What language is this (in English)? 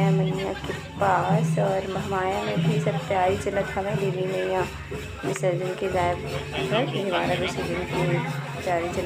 Chhattisgarhi